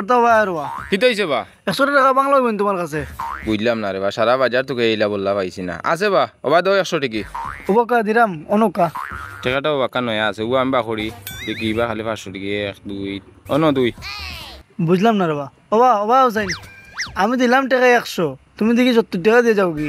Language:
Sylheti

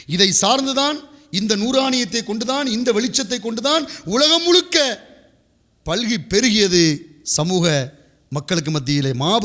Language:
Tamil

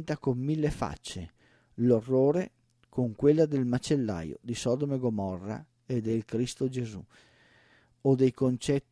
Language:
Italian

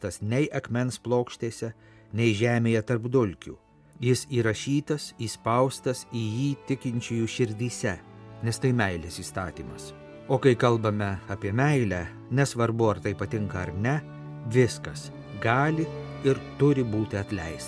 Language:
Lithuanian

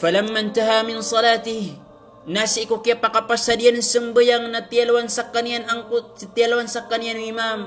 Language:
Maranao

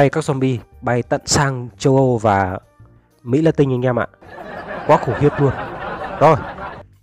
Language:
Vietnamese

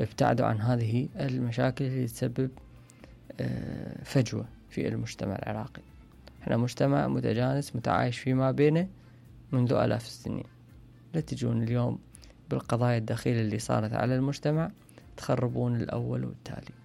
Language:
Mesopotamian Arabic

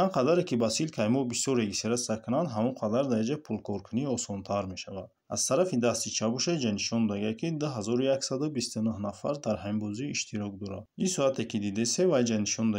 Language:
Tajik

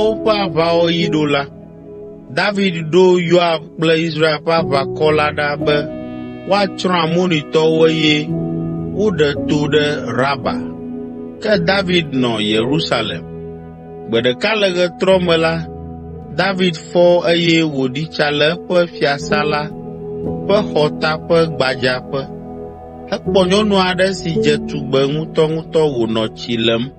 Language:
Ewe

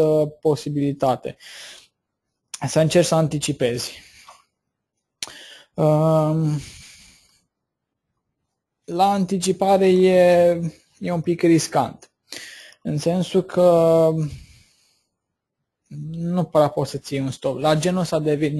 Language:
Romanian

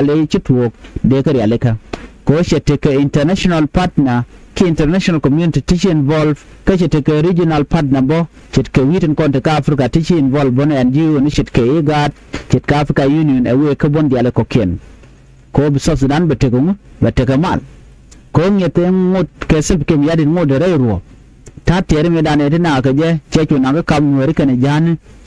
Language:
Nuer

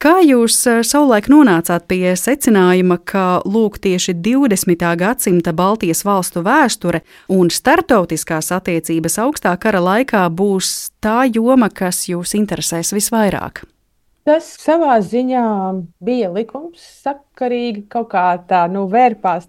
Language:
Latvian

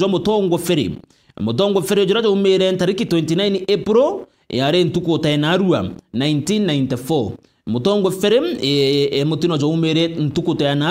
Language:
Meru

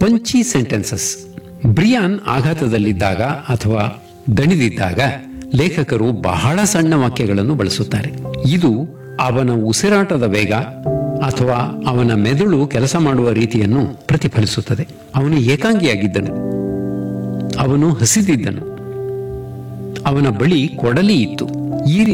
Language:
Kannada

